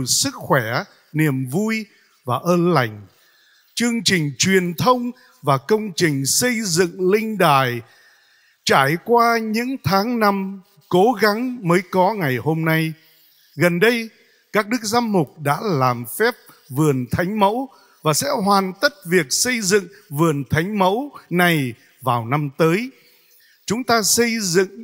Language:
Vietnamese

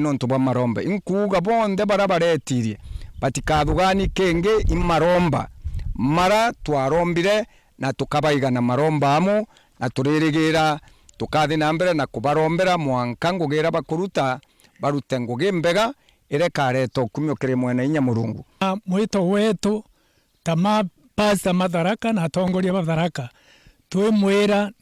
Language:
Meru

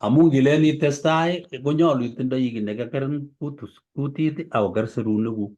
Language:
Kalenjin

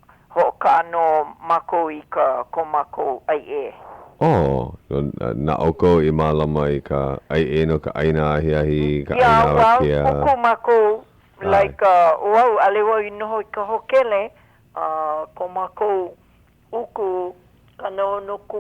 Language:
Hawaiian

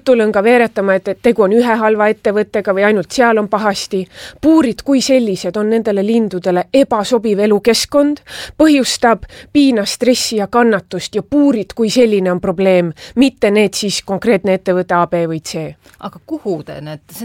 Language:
Estonian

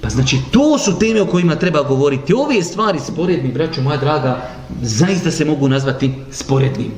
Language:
Bosnian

